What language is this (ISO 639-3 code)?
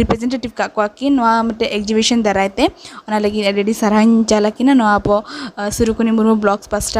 sat